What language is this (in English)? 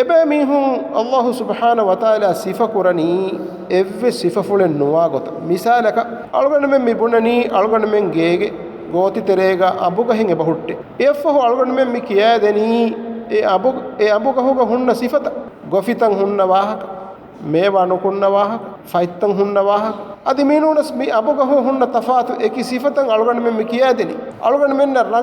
Divehi